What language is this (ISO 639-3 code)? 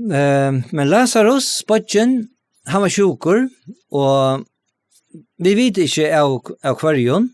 fao